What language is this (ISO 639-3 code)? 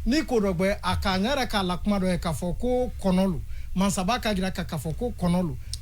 bam